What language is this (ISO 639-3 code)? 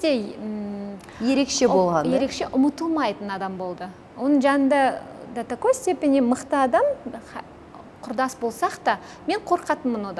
kaz